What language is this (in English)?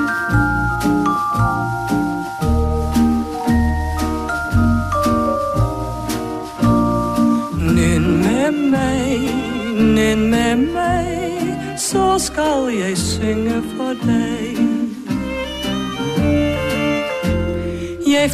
Norwegian